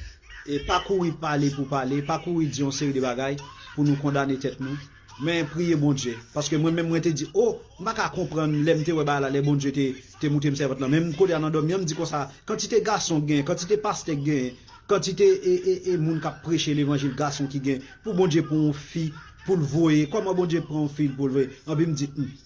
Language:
Haitian Creole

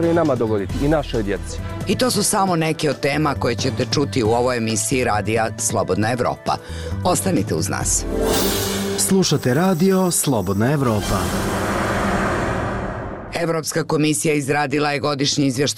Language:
Bosnian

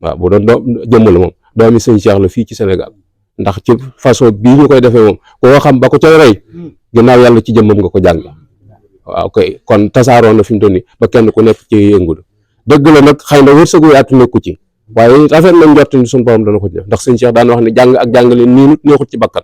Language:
Wolof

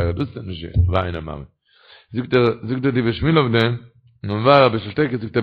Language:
Yiddish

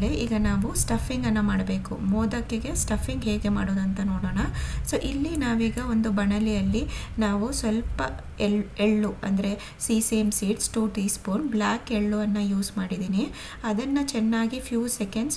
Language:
Kannada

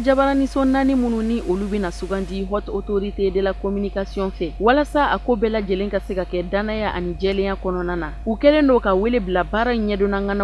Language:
Bambara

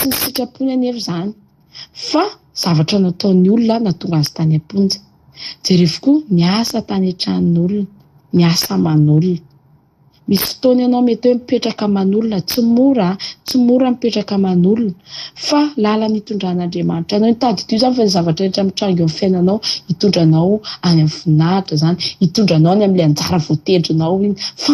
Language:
Malagasy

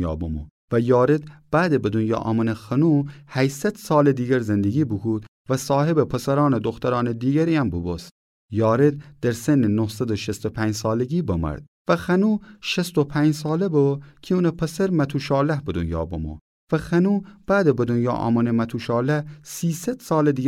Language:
Gilaki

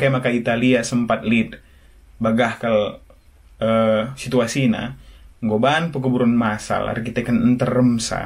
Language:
Batak Karo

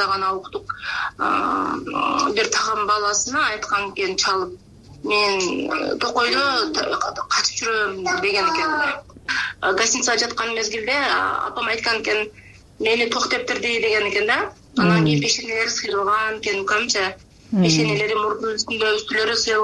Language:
Kyrgyz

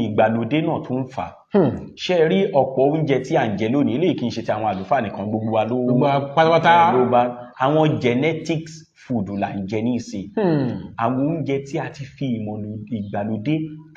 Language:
Yoruba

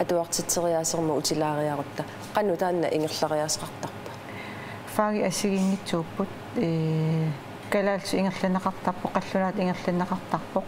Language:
Kalaallisut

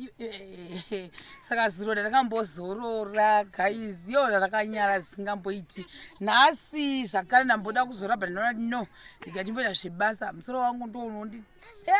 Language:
Shona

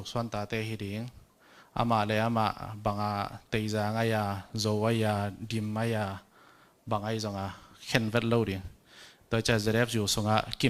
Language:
Tedim Chin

